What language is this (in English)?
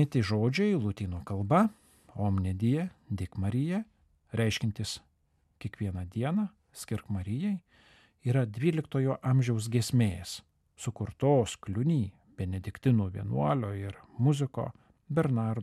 Lithuanian